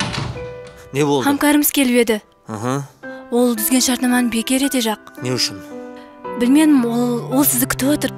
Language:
Kara-Kalpak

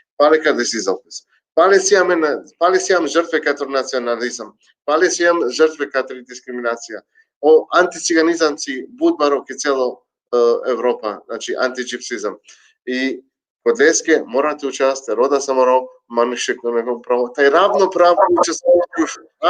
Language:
Balkan Romani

